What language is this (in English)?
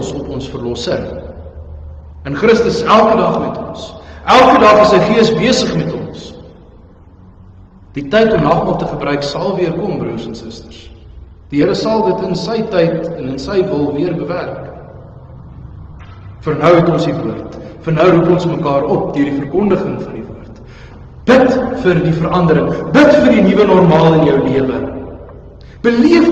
Afrikaans